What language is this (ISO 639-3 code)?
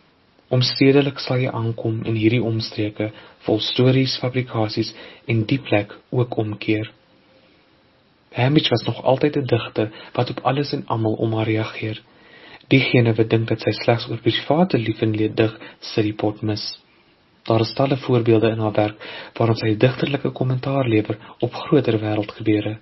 afr